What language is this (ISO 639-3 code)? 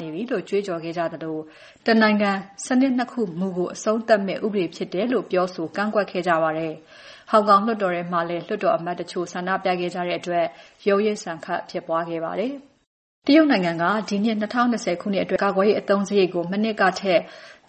mya